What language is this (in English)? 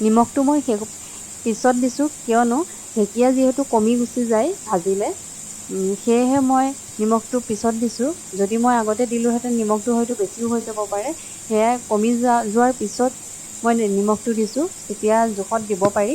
Assamese